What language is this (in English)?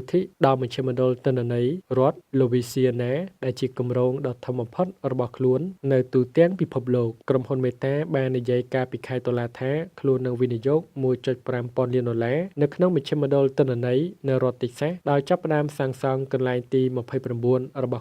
Khmer